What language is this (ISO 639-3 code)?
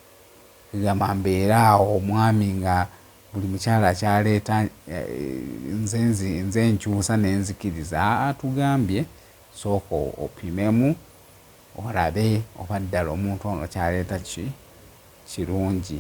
lug